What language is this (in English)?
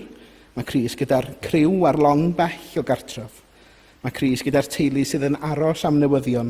Welsh